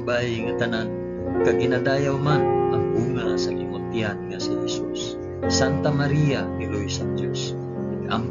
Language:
Hiligaynon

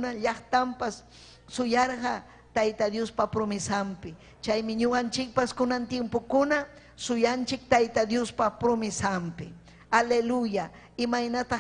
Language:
Ayacucho Quechua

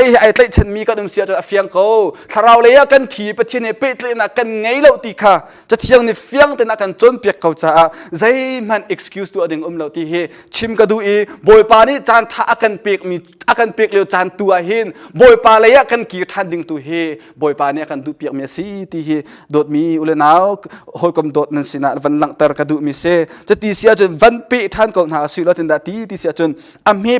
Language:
Hakha Chin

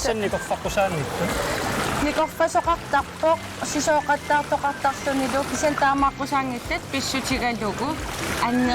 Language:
Kalaallisut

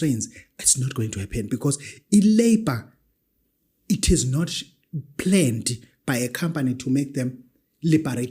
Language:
Zulu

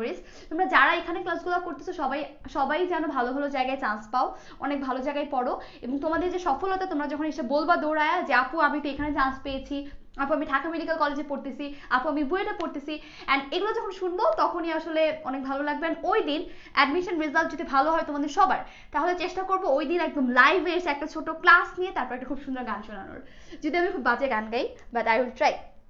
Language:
Bangla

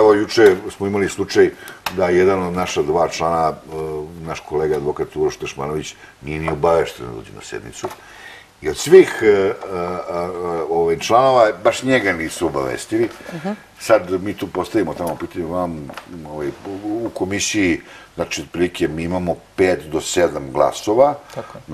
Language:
Serbian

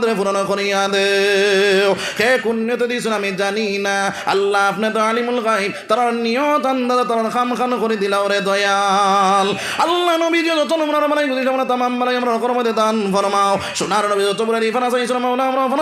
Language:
Sylheti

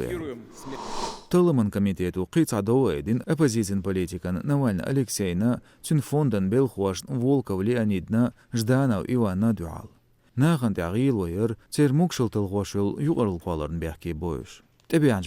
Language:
Chechen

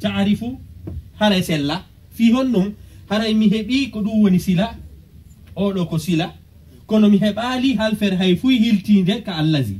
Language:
Pular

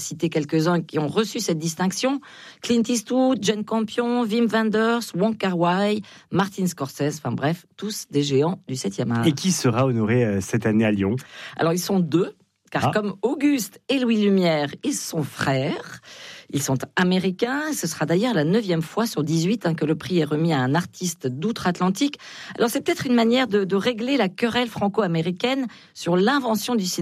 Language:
French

